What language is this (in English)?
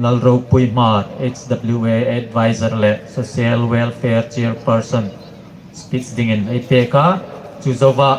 Hmar